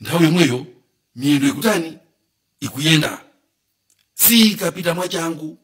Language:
Nyanja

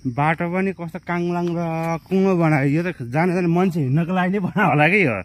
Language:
Nepali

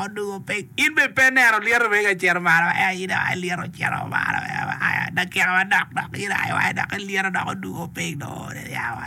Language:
Acoli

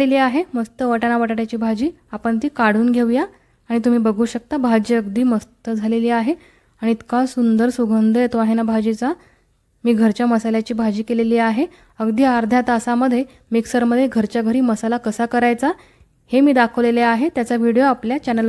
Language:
Marathi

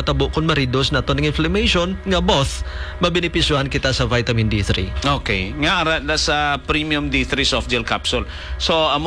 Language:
Hiligaynon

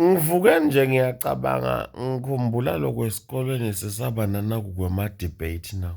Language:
Swati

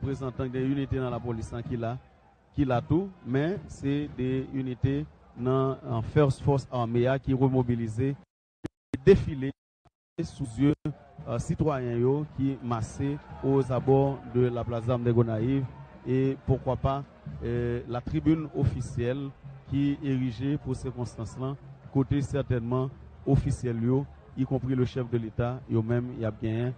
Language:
Haitian Creole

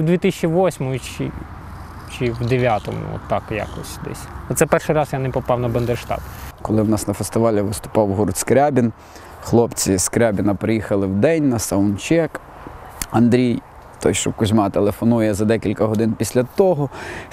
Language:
Ukrainian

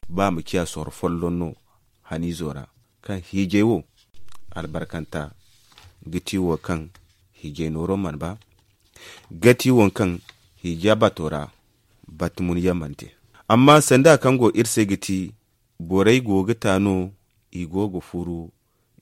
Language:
Zarma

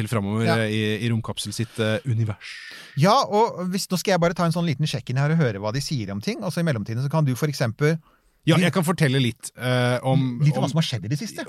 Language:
Norwegian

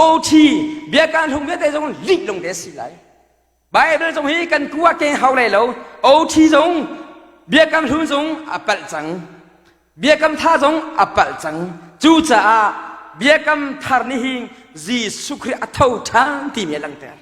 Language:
Hakha Chin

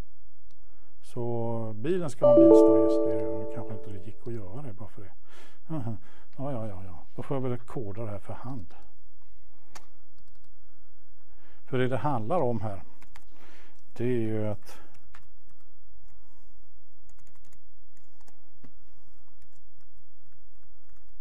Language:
Swedish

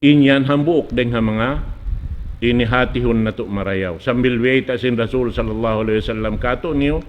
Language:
Tausug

